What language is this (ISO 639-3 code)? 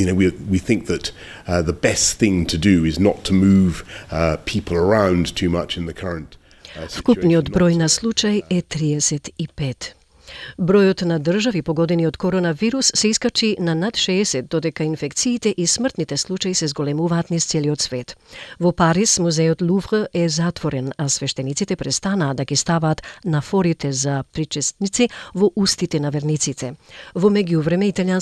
mkd